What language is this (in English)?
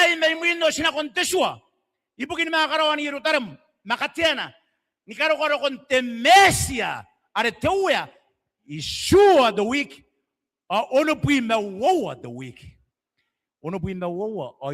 Gilbertese